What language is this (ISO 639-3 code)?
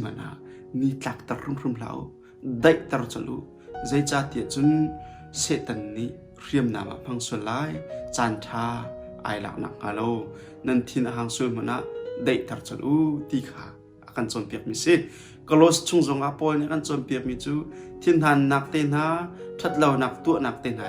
cnh